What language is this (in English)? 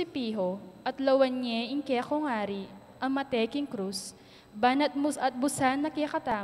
Pampanga